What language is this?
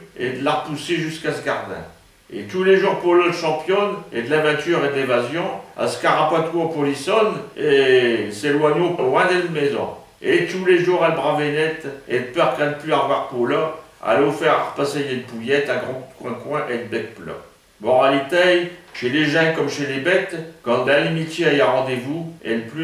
Picard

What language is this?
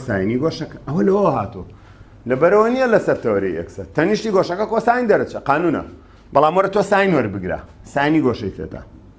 Central Kurdish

